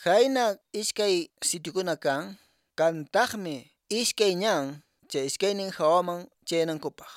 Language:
Quechua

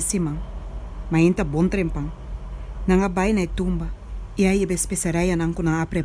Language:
Papiamento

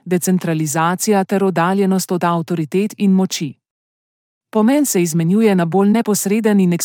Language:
Slovenian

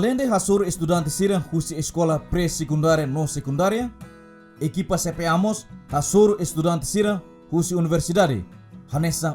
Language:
Tetum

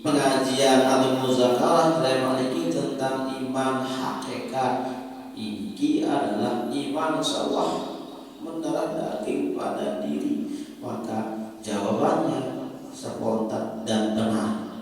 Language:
Sasak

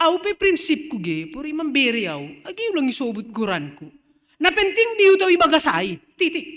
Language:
Batak Simalungun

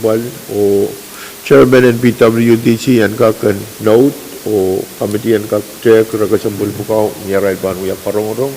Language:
Pohnpeian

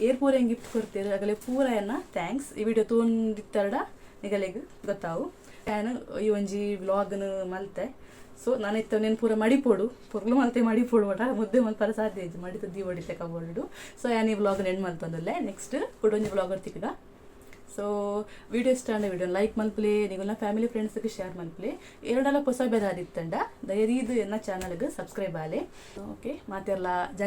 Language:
Tulu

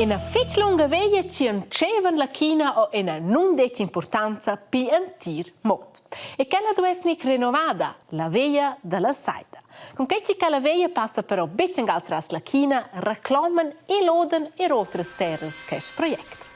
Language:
Romansh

